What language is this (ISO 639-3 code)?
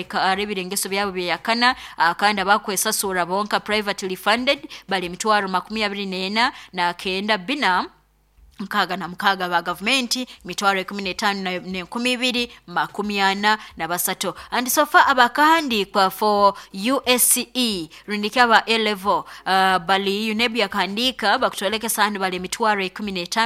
nyo